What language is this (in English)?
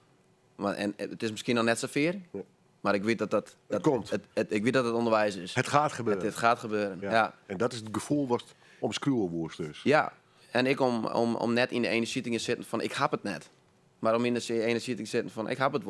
Western Frisian